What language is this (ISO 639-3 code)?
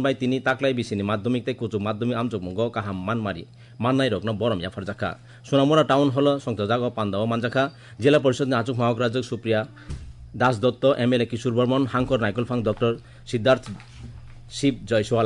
trp